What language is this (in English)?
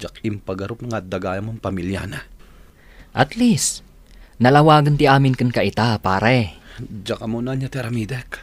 Iloko